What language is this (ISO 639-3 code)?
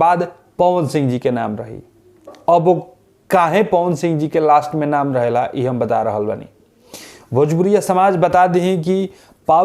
bho